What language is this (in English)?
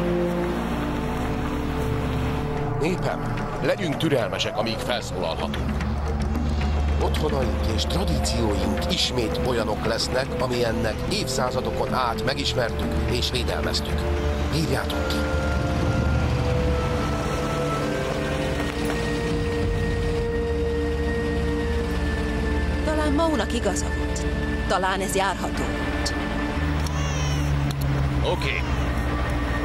Hungarian